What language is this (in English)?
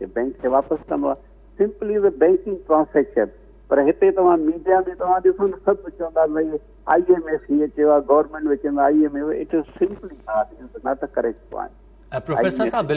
Sindhi